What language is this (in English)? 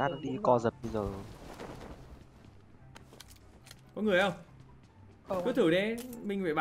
Vietnamese